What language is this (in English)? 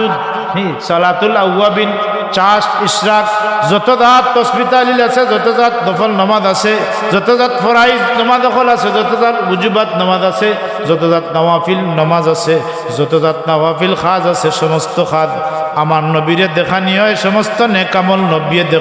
Sylheti